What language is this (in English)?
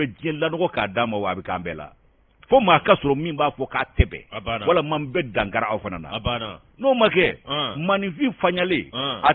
Bambara